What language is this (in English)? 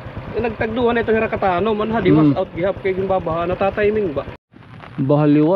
Waray